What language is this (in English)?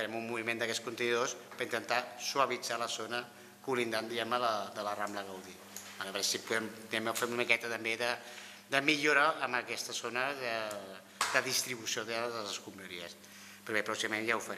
Catalan